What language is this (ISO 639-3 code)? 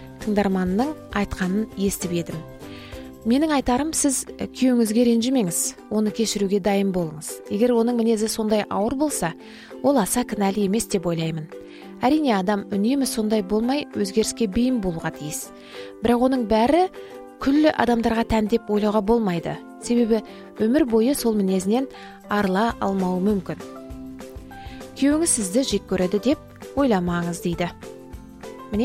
kaz